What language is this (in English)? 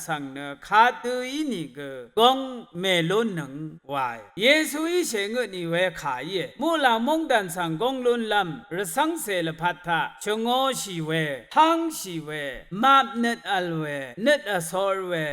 Rawang